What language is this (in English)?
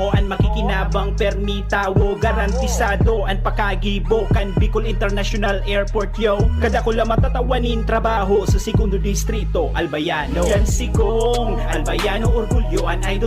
Bikol